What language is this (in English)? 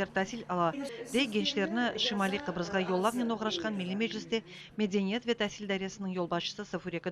Crimean Tatar